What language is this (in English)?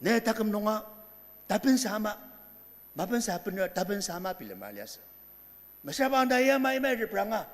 Ao Naga